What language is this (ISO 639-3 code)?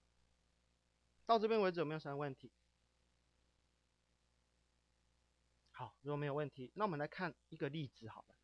zho